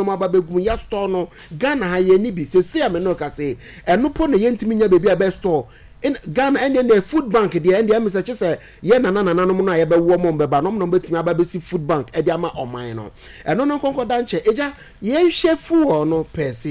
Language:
Akan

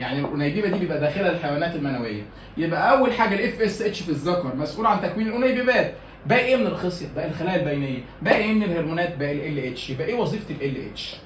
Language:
Egyptian Arabic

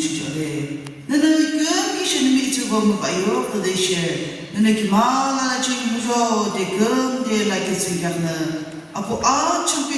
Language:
Yimchungru Naga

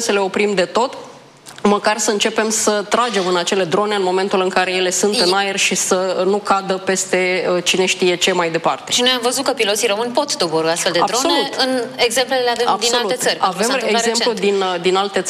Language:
Romanian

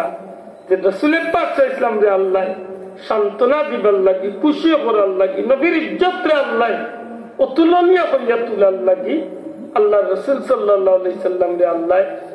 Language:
Sylheti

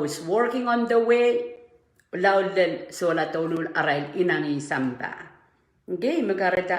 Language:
Pohnpeian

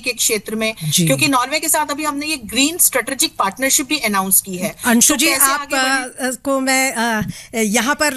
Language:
Hindi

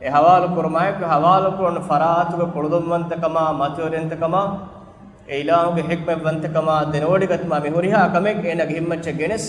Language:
Divehi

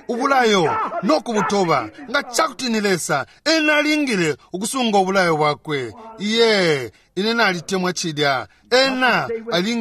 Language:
Bemba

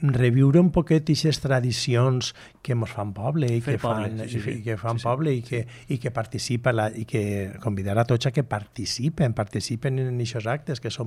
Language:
Catalan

